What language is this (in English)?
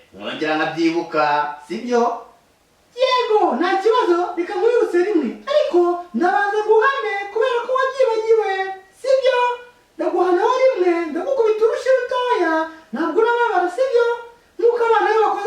Kinyarwanda